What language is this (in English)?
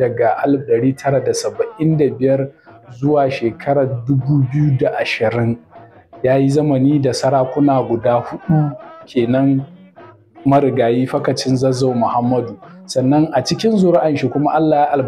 Hausa